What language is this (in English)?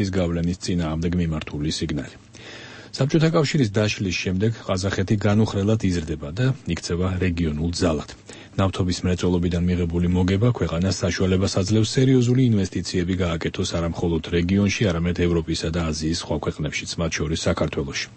Georgian